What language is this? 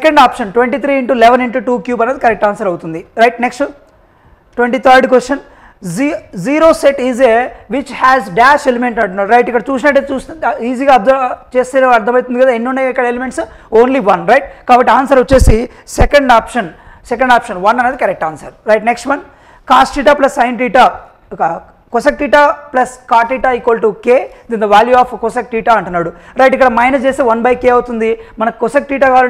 Telugu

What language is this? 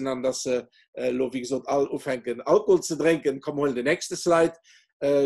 Luxembourgish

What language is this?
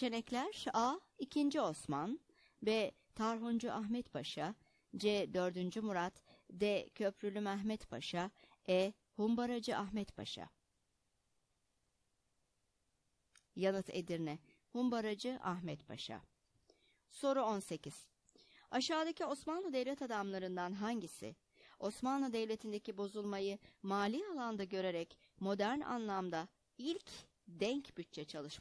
Turkish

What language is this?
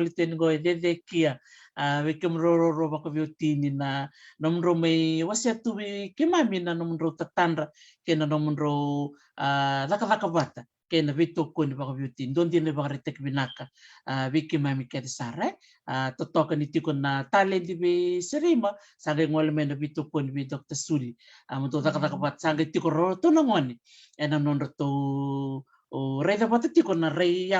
Fijian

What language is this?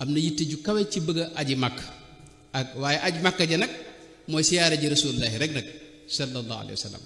Wolof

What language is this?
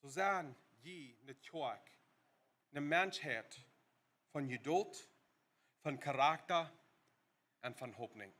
Plautdietsch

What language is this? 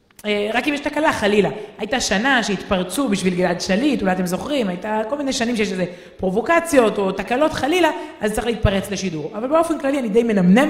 Hebrew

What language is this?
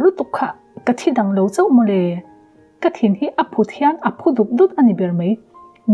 Mizo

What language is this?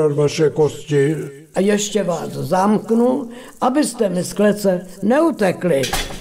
Czech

